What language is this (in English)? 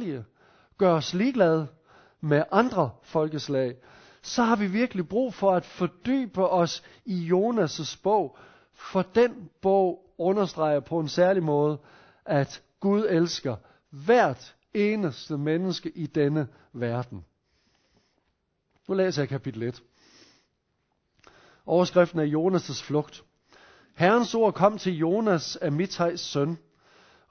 Danish